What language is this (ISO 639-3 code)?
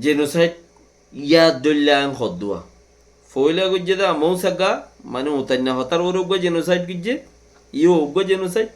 rhg